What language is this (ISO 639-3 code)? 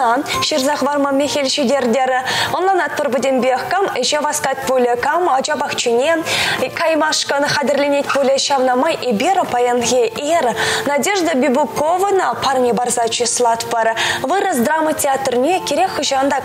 chv